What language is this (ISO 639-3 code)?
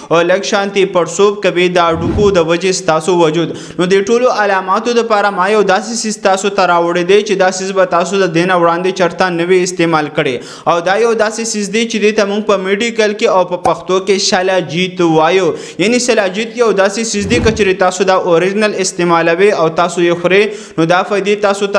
pus